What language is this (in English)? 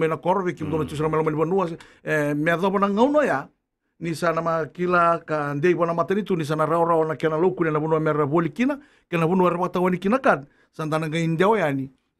Fijian